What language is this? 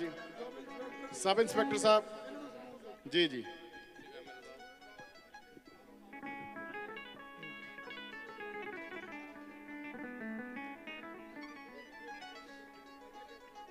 Punjabi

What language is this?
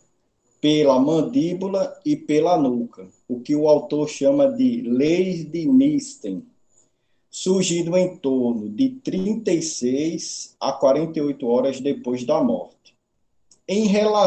Portuguese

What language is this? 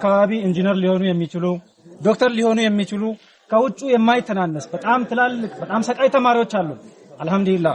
Amharic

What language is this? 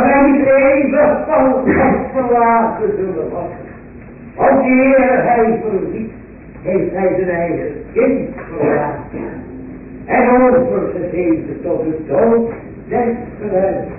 Dutch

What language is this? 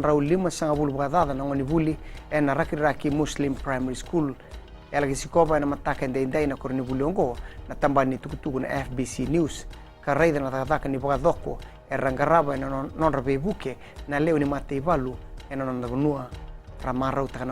Fijian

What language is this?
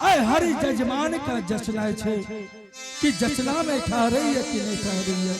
Angika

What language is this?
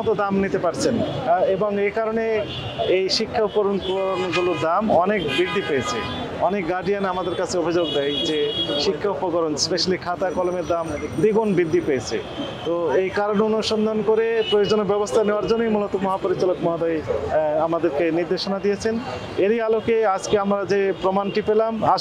Bangla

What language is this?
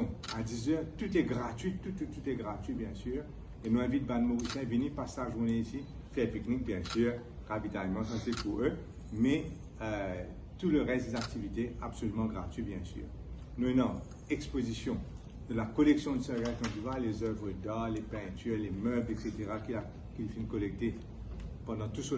Morisyen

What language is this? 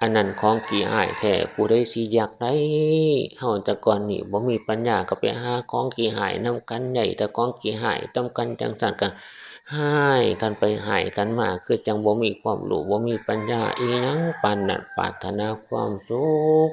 Northeastern Thai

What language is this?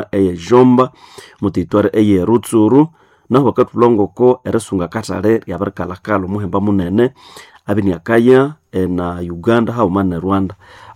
Nande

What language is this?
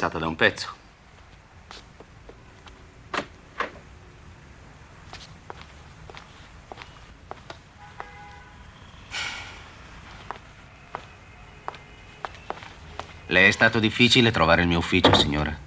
Italian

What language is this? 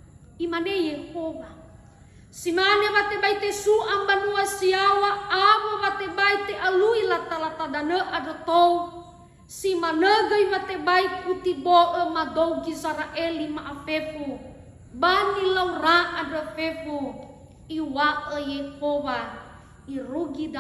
Nias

